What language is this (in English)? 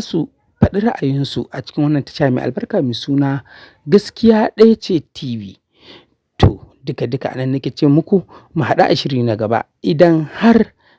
Hausa